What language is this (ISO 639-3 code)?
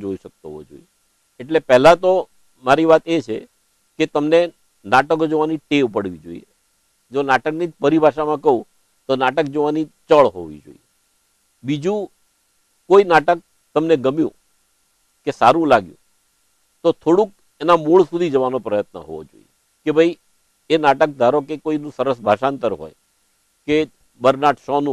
guj